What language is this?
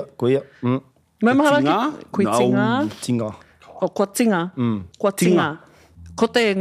Māori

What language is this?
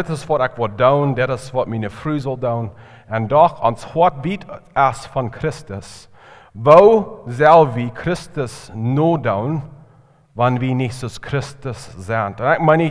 Plautdietsch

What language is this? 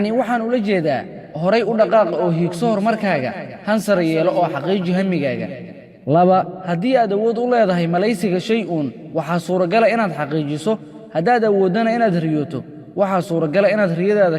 Somali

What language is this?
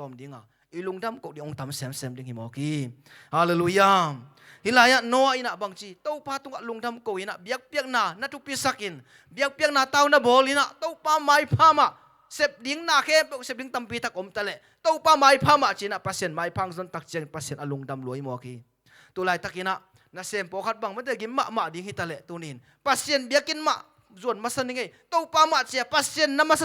Tedim Chin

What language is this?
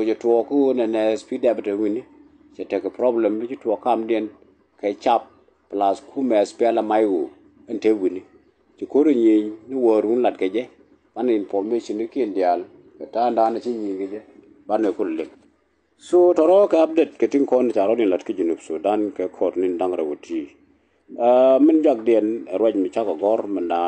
Nuer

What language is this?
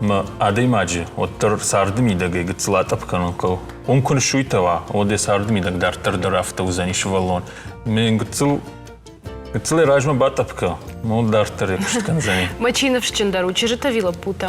Ossetic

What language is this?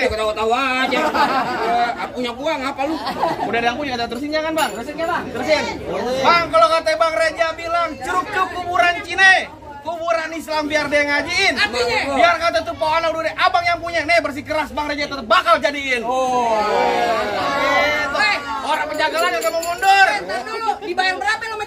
Betawi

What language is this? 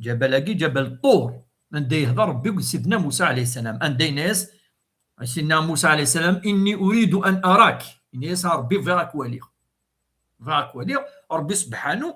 Kabyle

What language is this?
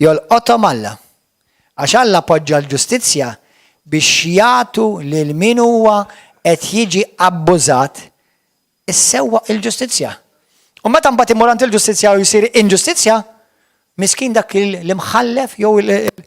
Maltese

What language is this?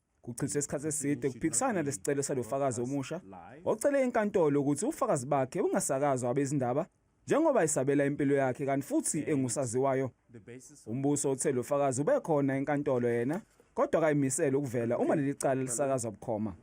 Zulu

